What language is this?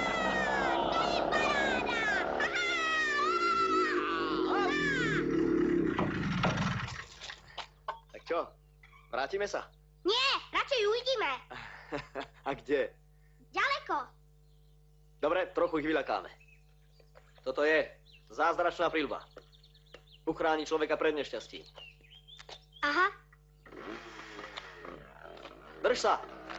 Slovak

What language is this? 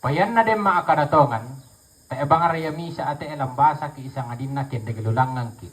Toraja-Sa'dan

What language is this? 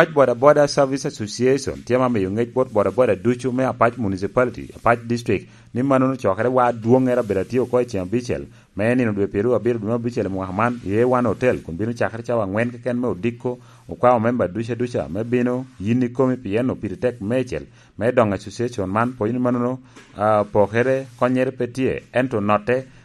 Lango (Uganda)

